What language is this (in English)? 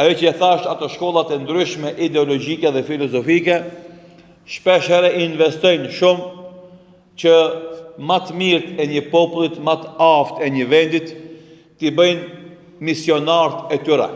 Albanian